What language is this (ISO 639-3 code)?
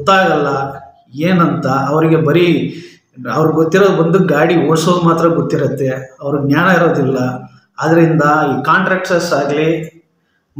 kan